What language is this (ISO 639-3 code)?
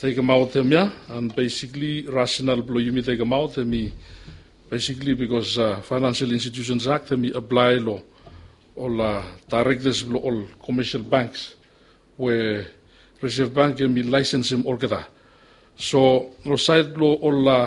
bis